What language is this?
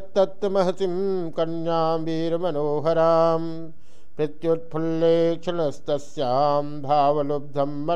Sanskrit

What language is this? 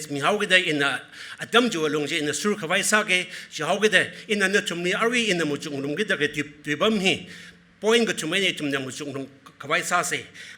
Tangkhul Naga (India)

